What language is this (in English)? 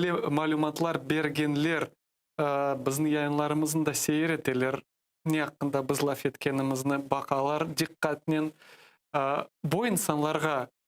Crimean Tatar